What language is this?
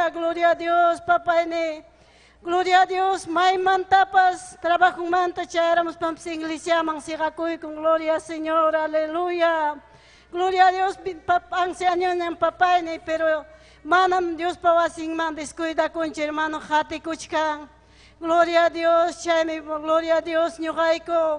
Ayacucho Quechua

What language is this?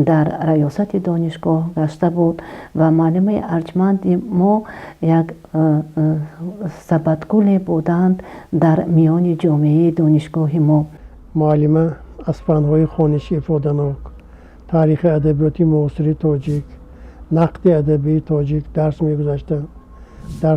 Tajik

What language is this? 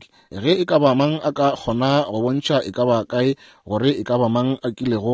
Northern Sotho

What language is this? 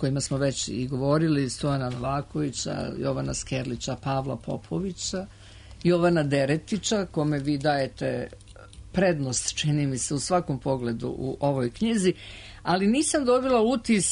Serbian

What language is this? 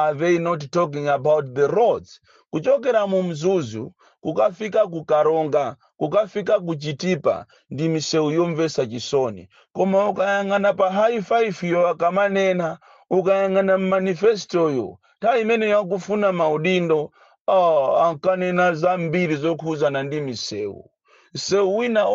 Nyanja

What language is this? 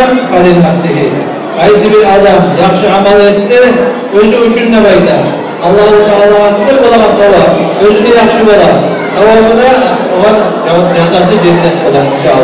Kumyk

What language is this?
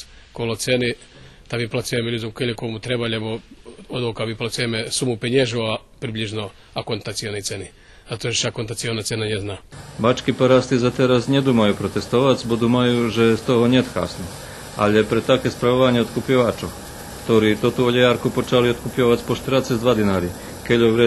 Rusyn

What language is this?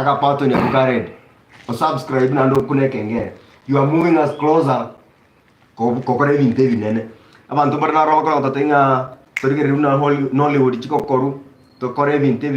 Gusii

